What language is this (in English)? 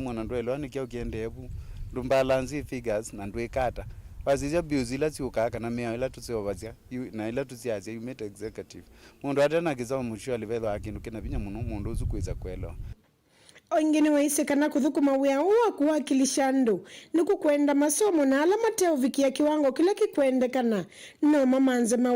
Kamba